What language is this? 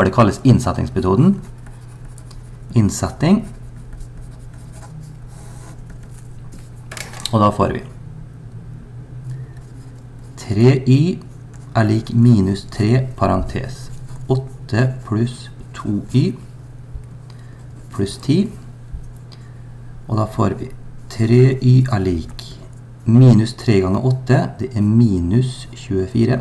Norwegian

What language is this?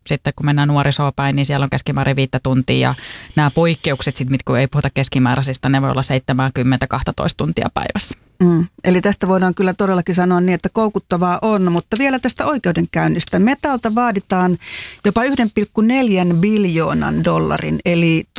Finnish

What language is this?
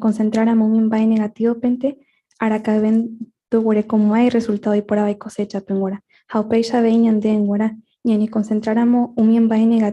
Guarani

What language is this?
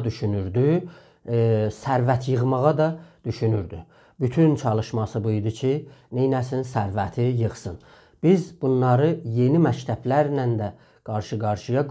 South Azerbaijani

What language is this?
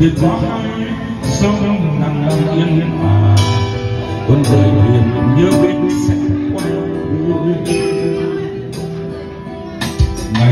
Vietnamese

